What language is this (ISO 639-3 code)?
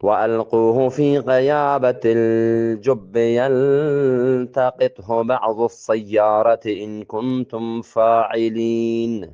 bgp